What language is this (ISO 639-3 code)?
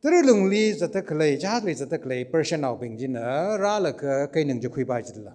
nmf